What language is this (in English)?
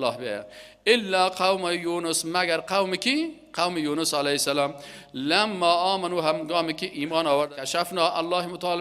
Persian